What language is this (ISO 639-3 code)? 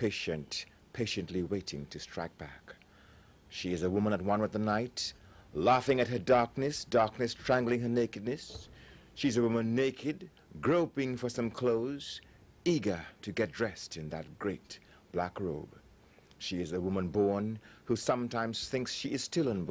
eng